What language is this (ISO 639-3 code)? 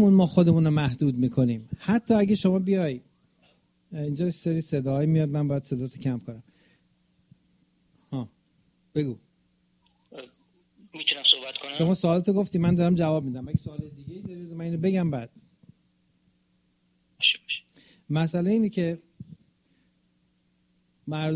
fas